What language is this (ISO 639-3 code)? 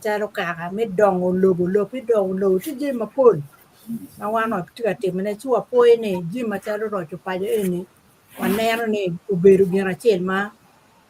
ach